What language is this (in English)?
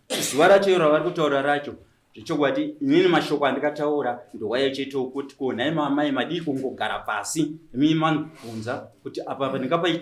Shona